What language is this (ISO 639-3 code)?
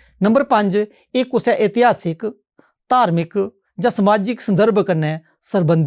doi